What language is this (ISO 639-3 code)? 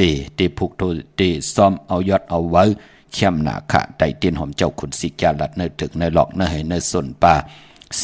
shn